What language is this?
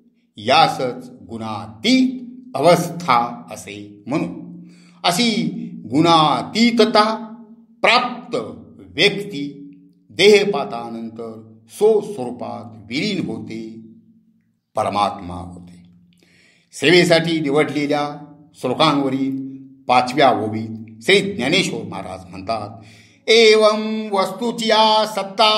Marathi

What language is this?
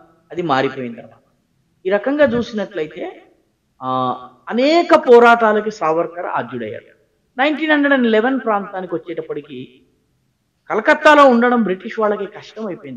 Telugu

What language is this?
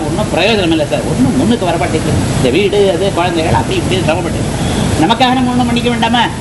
Tamil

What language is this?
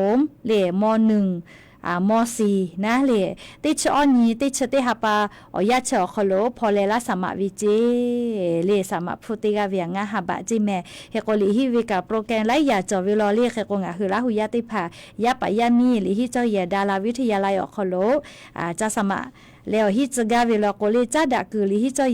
Lahu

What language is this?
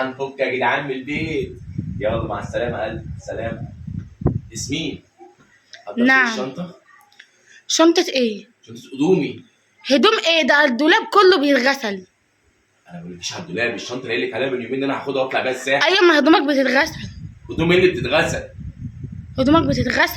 Egyptian Arabic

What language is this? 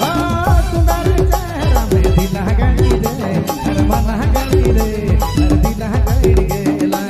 Sadri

